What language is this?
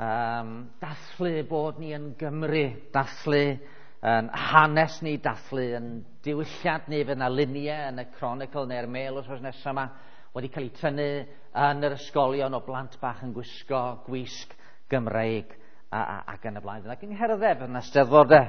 Welsh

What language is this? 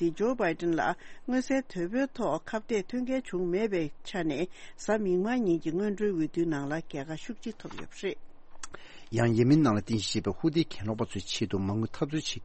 Tibetan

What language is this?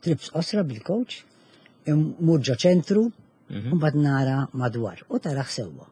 Maltese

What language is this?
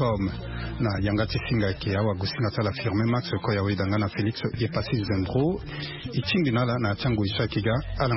Sango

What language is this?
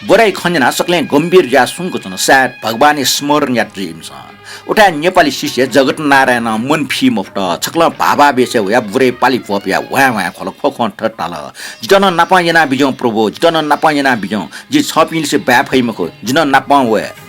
Newari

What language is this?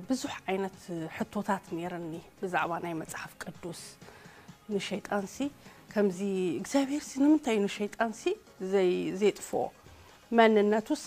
Tigrinya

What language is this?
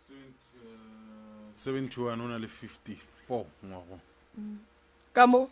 Northern Sotho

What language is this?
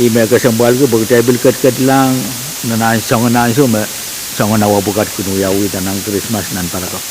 Pohnpeian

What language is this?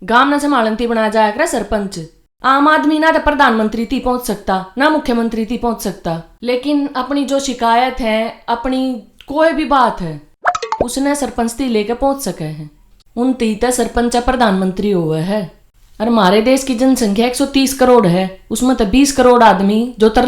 Haryanvi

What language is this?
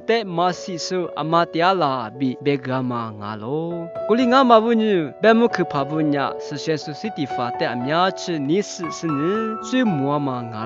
Lisu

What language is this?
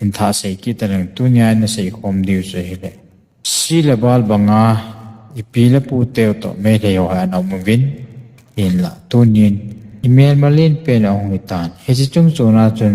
Thado Chin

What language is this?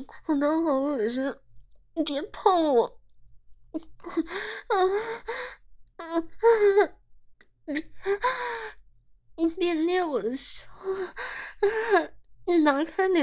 Chinese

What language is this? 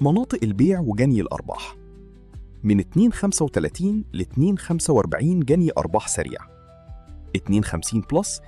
Egyptian Arabic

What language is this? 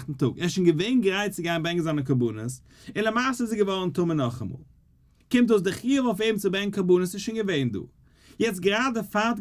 Yiddish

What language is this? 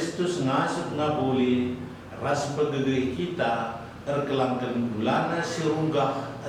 Batak Karo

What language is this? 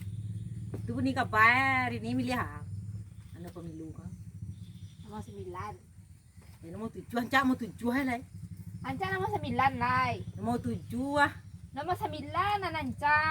Minangkabau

